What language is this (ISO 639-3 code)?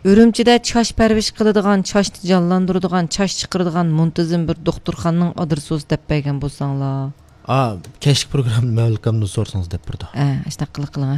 uig